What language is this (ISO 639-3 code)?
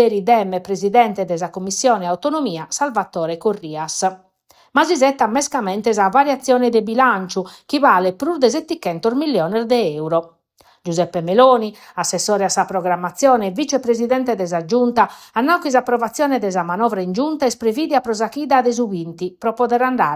srd